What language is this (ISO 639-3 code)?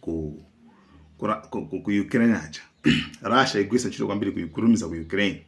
nya